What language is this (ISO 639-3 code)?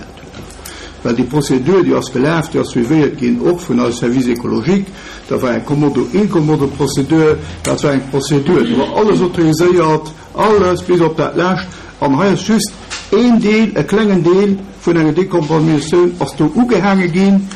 ltz